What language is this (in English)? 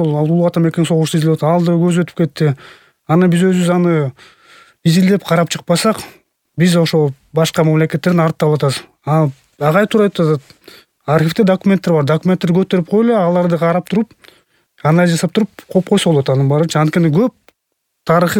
Kyrgyz